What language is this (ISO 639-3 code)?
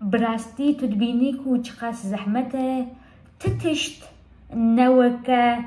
kur